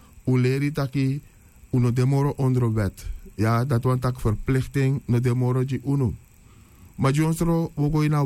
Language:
Sranan Tongo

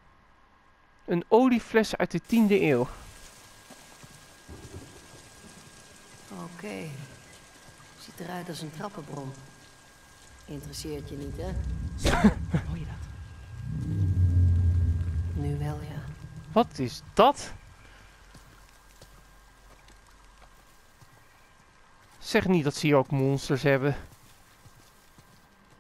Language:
Dutch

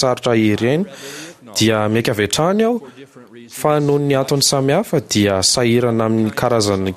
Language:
Malagasy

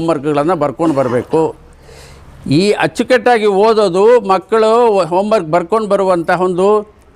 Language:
Kannada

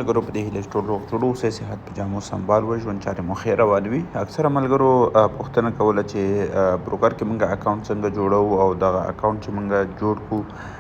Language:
Pashto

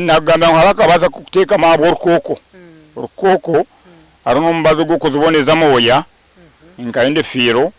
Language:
Nyankole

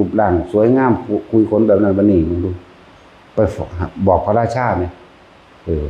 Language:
Northeastern Thai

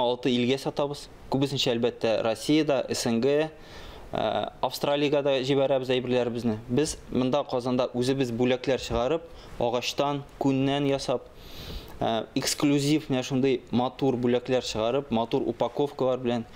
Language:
Tatar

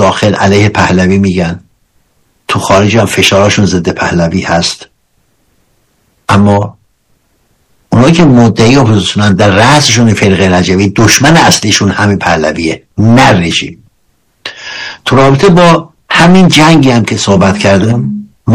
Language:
Persian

